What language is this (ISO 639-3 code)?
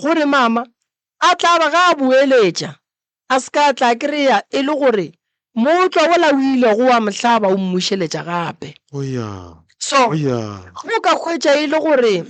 nso